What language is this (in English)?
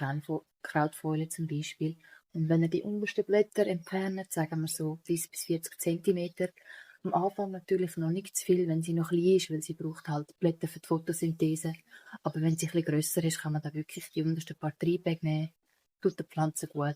Swiss German